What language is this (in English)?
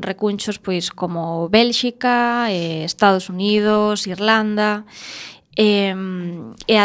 Galician